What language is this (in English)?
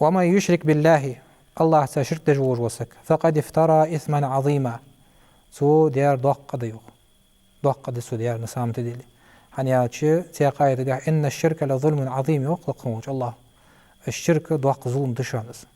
Ingush